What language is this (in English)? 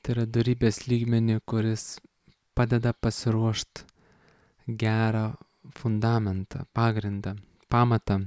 Lithuanian